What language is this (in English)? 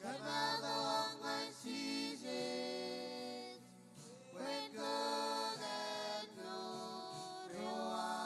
Marshallese